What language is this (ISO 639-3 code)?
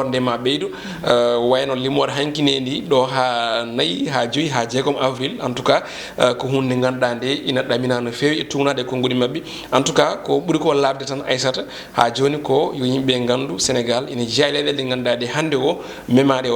ful